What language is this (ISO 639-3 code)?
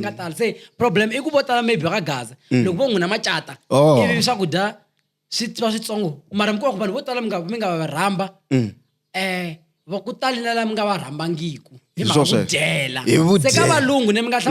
tso